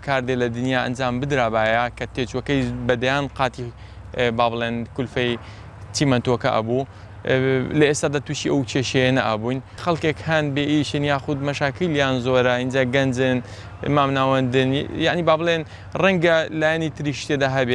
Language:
Central Kurdish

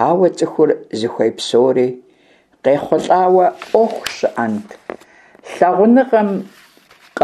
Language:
Kabardian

